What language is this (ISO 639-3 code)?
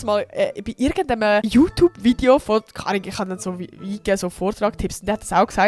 gsw